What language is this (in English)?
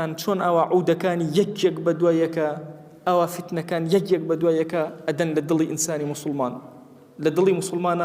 Central Kurdish